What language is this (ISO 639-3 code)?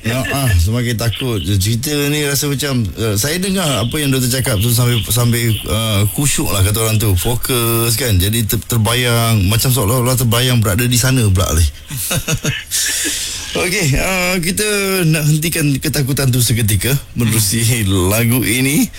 msa